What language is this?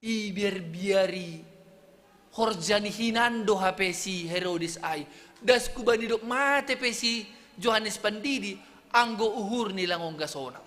Batak Simalungun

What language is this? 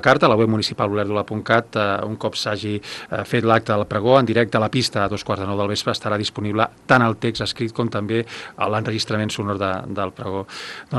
Catalan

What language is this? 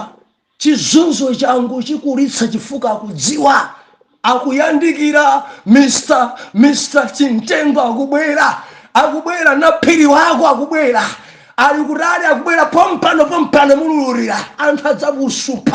Nyanja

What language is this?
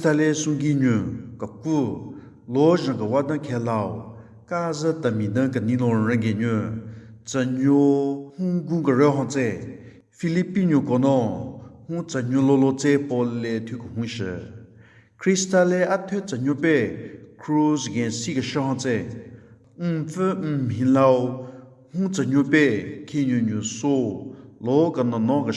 Southern Rengma Naga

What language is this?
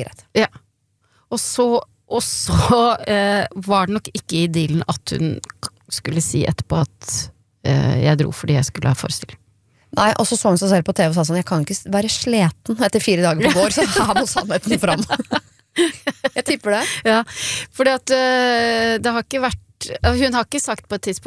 Norwegian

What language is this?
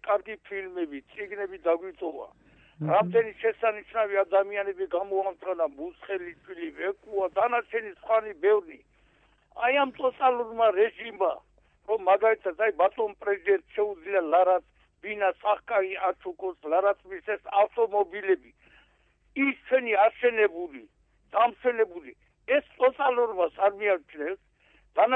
Georgian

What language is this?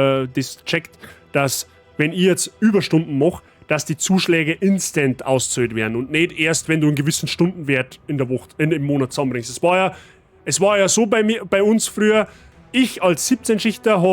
Bavarian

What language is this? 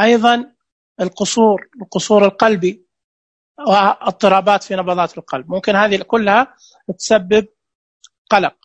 Najdi Arabic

